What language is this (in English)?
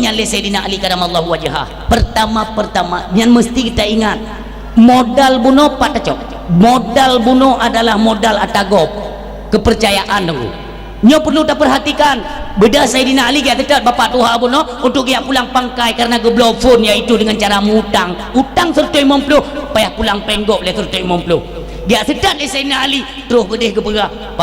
Achinese